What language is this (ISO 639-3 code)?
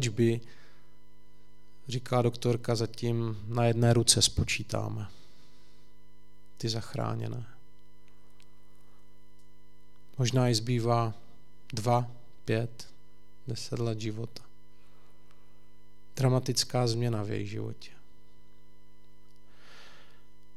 ces